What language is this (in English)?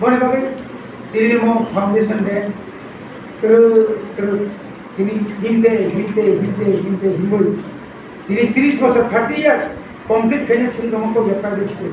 Kok Borok